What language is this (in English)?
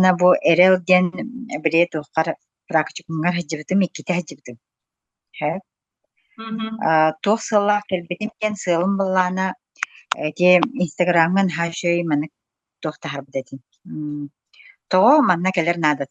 Yakut